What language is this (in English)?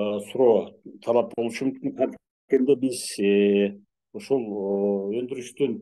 Kyrgyz